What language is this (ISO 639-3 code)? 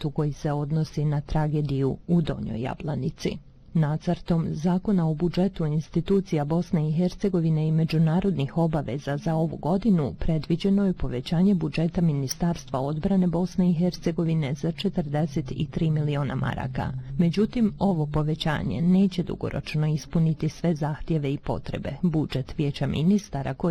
bos